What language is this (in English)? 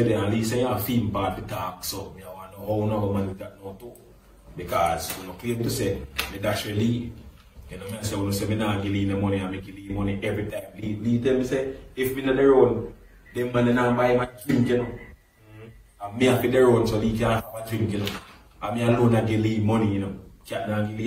Jamaican Creole English